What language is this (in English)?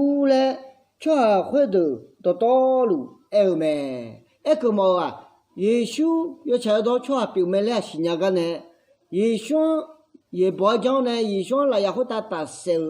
Akha